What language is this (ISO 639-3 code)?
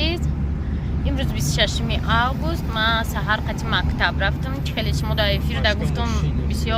tgk